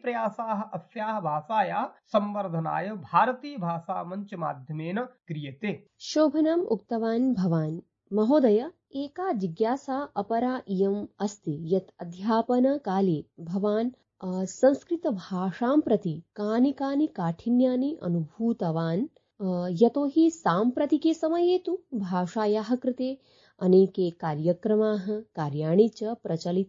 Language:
Sanskrit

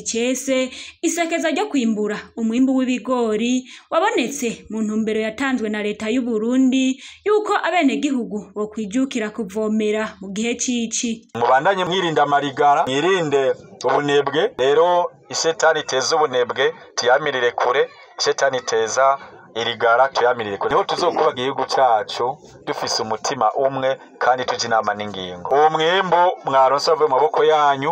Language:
Rundi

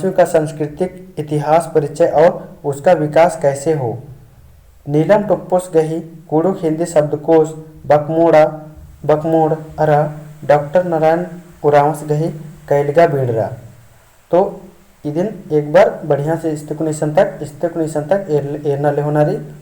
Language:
Kurukh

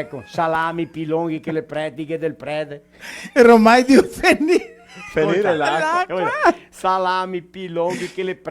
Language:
Venetian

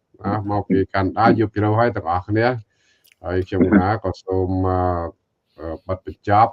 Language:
Khmer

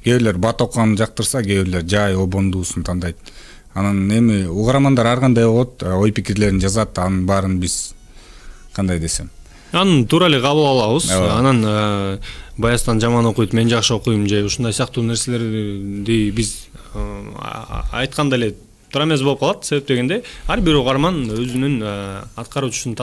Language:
Kyrgyz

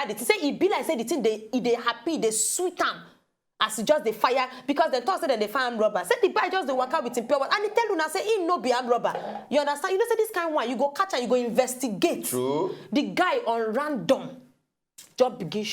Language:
Nigerian Pidgin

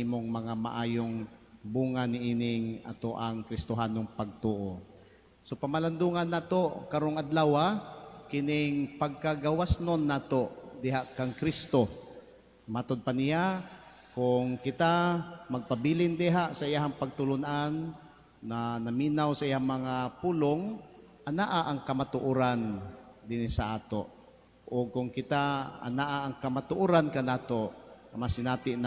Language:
Cebuano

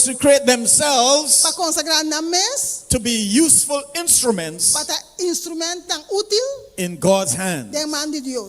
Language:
Papiamento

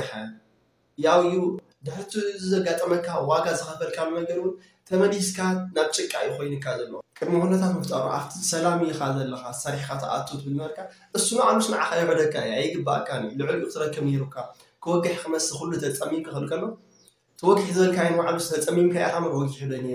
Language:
Tigrinya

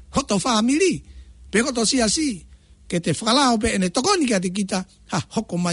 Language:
Tongan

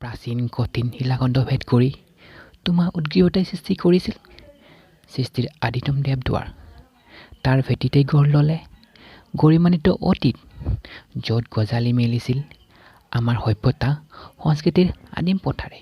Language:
Assamese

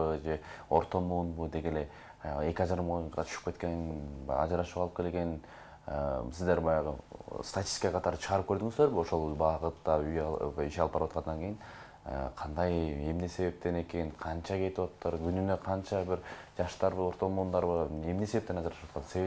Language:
Kyrgyz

